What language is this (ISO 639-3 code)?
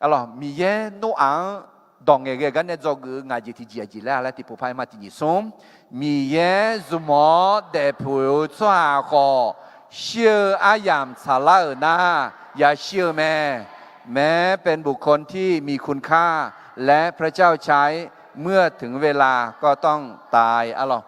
ahk